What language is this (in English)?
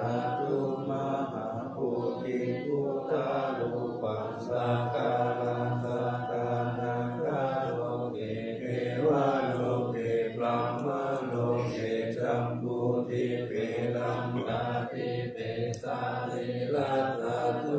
Pali